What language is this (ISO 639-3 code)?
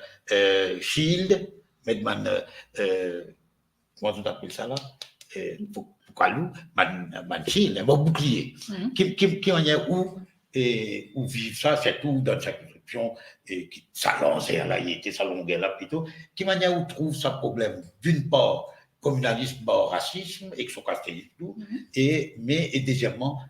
mfe